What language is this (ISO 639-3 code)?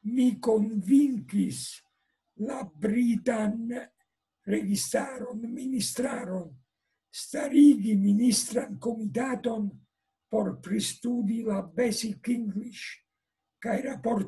epo